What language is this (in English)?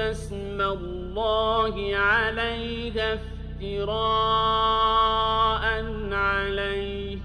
Ingush